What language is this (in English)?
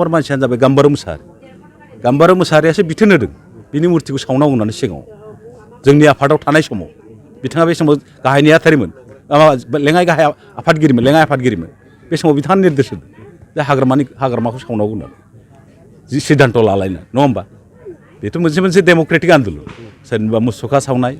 Bodo